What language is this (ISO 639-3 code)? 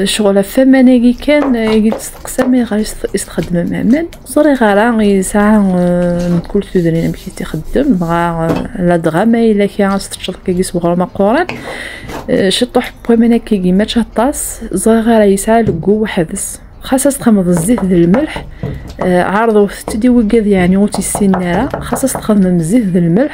kab